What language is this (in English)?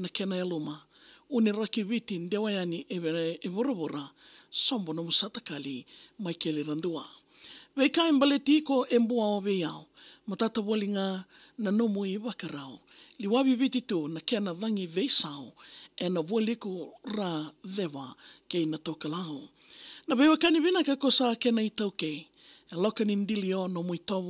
Fijian